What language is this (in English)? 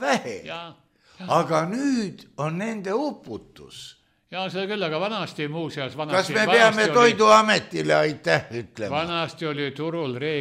Estonian